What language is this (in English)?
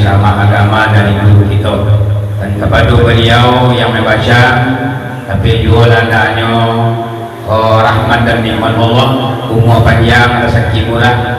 Minangkabau